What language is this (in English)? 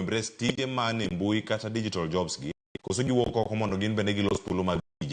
Luo (Kenya and Tanzania)